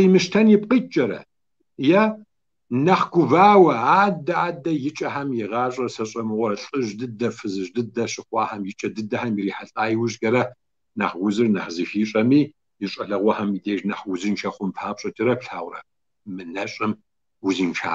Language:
Kabardian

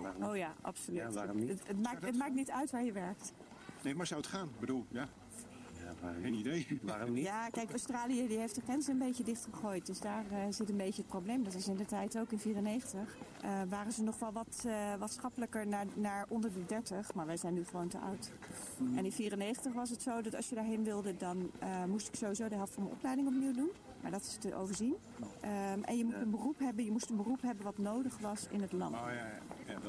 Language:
Dutch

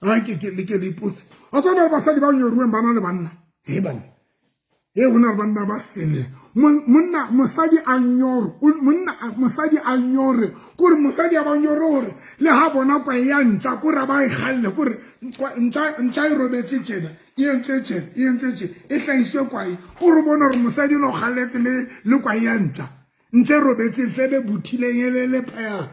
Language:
Southern Sotho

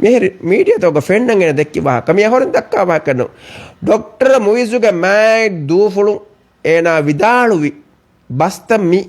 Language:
Divehi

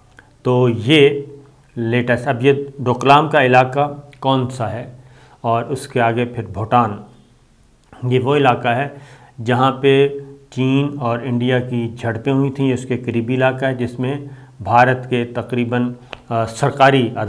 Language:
Urdu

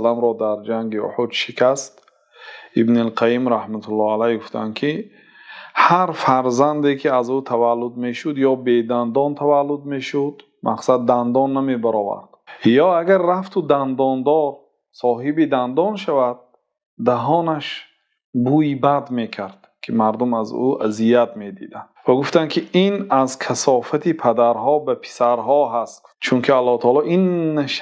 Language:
Tajik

